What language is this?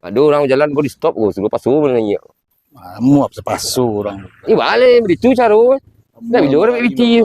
Minangkabau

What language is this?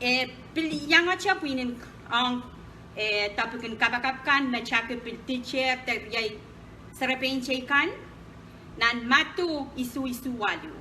Pohnpeian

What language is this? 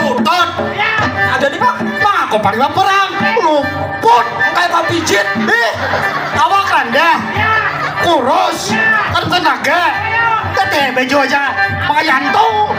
Banjar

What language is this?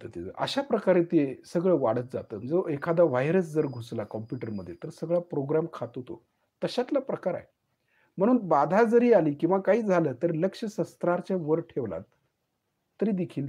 Marathi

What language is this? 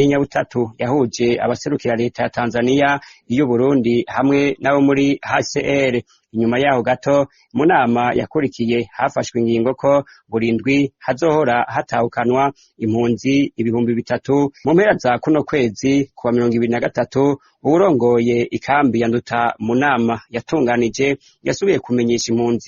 Rundi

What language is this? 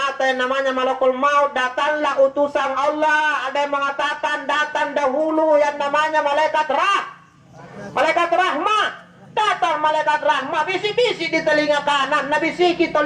Makasar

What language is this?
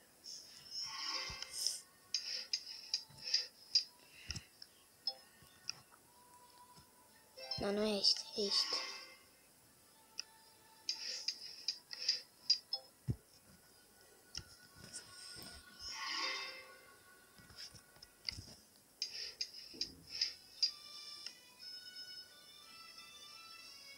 Portuguese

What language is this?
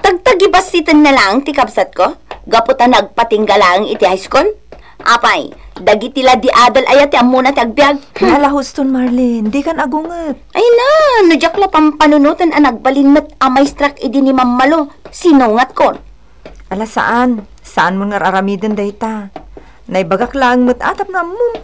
Iloko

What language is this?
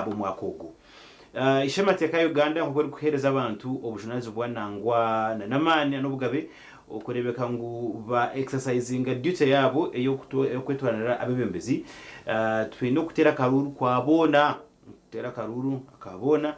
Nyankole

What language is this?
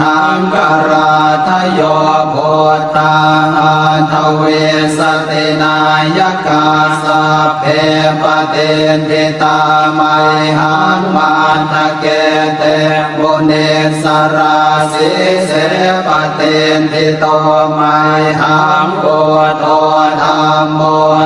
Pali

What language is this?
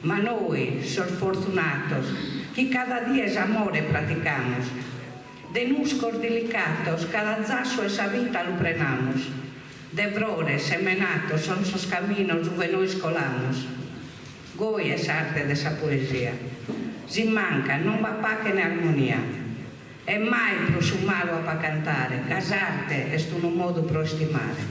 Sardinian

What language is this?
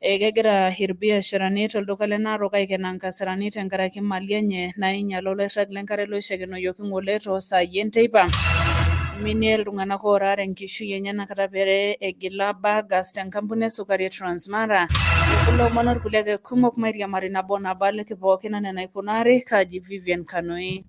Masai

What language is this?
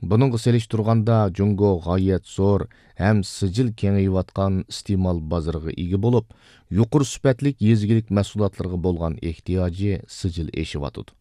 Uyghur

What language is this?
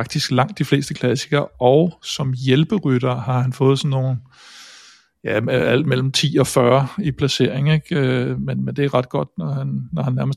Danish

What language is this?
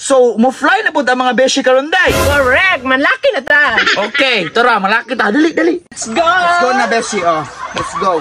Cebuano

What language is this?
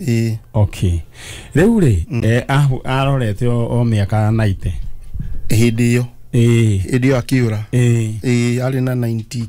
Kikuyu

